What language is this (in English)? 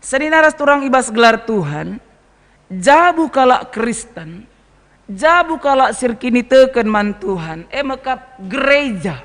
Batak Karo